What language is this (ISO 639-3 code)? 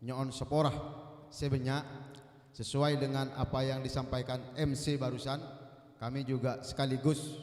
mad